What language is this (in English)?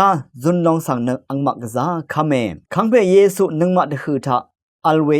Rawang